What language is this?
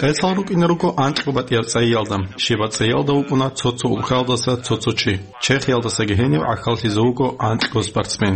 Avaric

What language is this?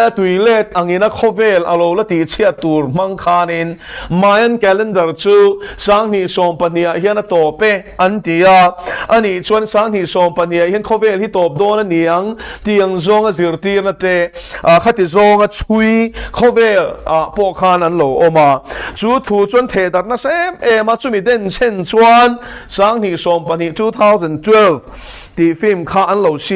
Mizo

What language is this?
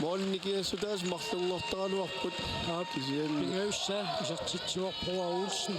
Kalaallisut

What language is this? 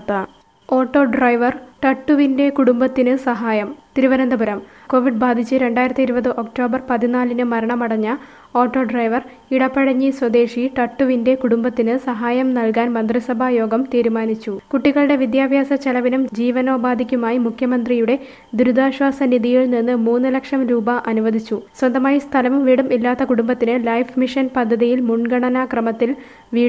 Malayalam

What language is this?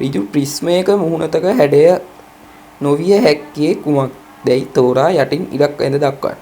Sinhala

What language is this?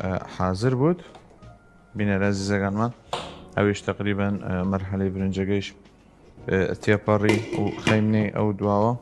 Southern Kurdish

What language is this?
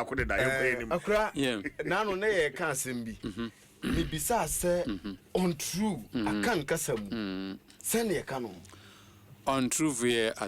Akan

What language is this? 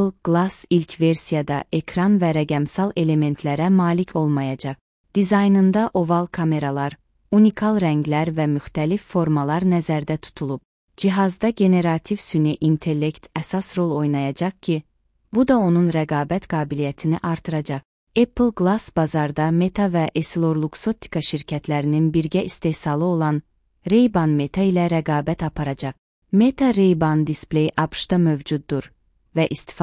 Azerbaijani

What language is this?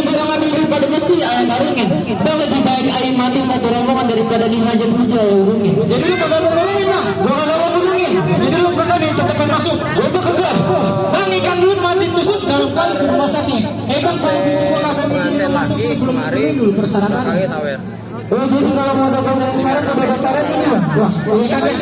Betawi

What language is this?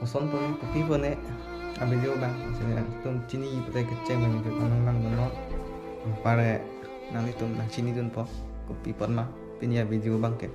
Karbi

